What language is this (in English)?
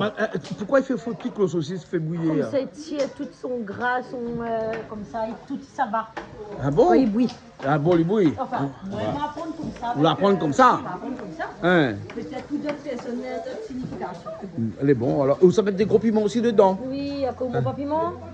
Réunion Creole French